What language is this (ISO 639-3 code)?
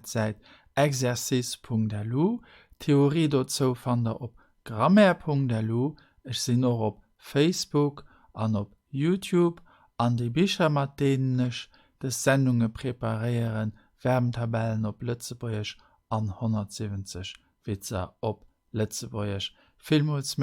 ltz